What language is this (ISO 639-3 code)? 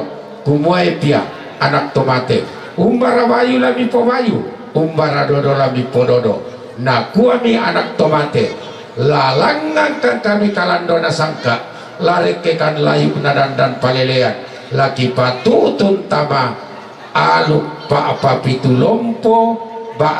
sda